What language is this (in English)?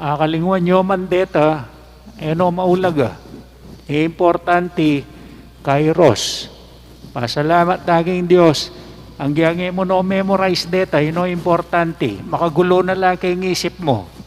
Pampanga